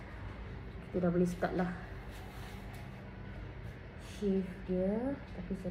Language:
Malay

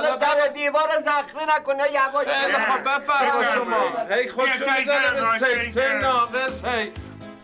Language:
Persian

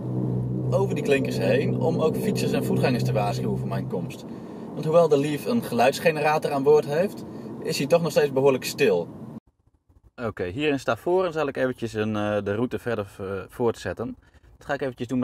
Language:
Dutch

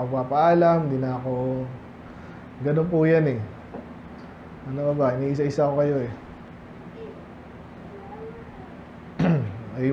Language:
Filipino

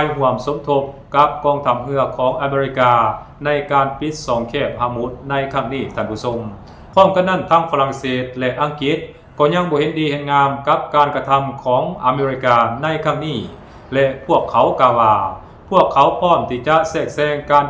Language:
Lao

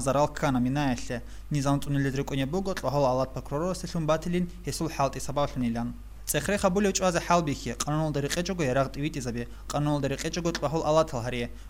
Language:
Avaric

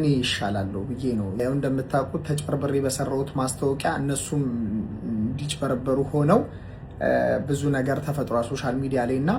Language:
Amharic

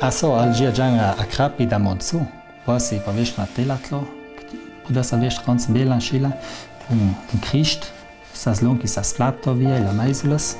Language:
Ladin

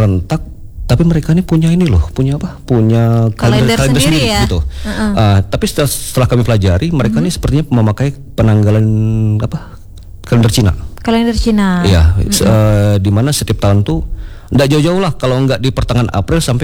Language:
Indonesian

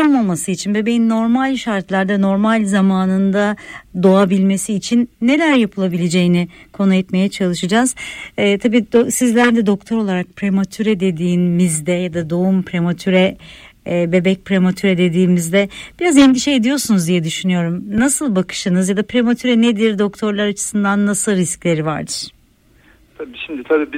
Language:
Turkish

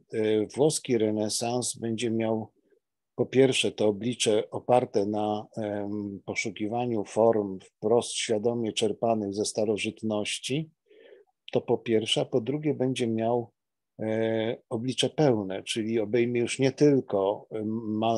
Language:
Polish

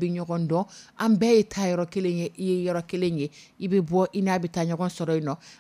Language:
Dyula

